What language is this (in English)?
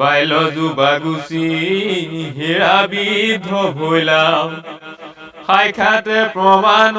Assamese